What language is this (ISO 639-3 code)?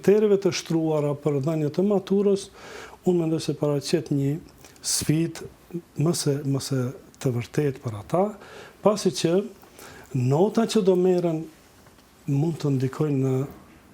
sqi